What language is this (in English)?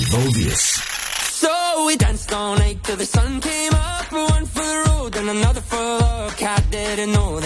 Afrikaans